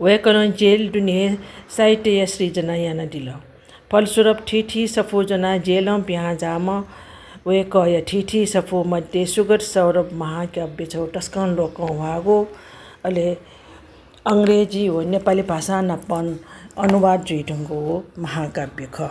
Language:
Newari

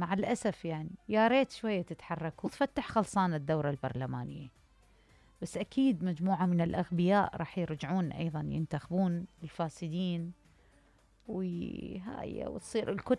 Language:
Mesopotamian Arabic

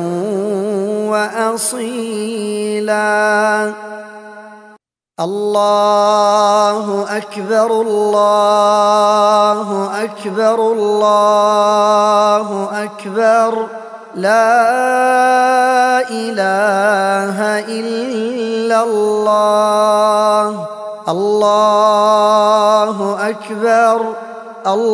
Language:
Arabic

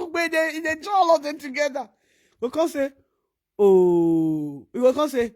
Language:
Nigerian Pidgin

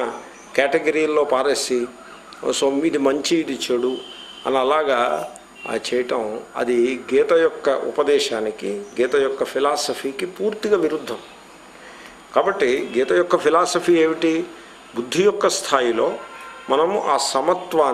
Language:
Telugu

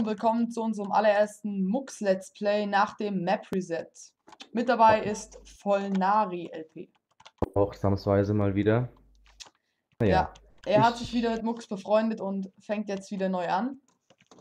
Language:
German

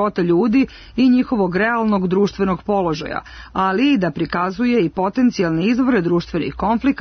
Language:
Serbian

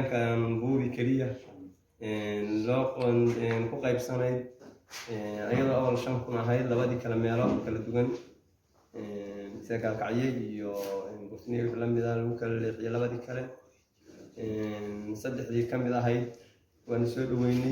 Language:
Somali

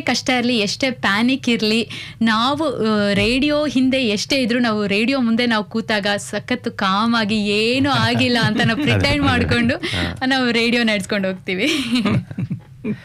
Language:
Kannada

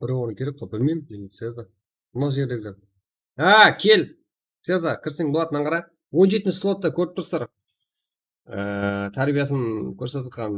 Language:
Kara-Kalpak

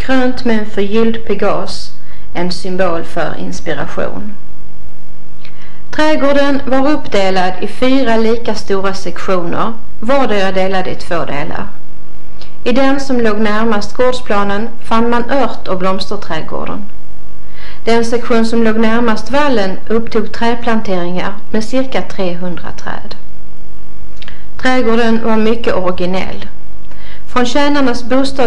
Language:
Swedish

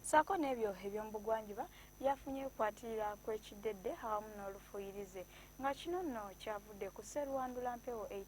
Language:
Ganda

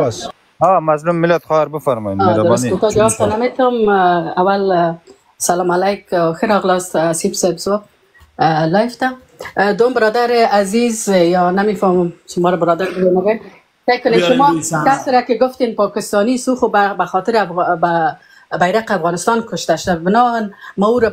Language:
Persian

